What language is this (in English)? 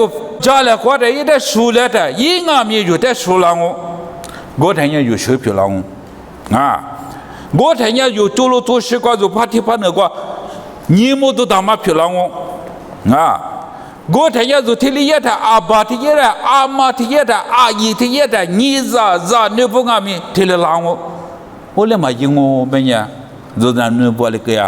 Lisu